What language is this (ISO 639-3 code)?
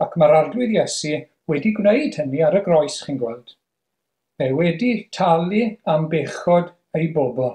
cym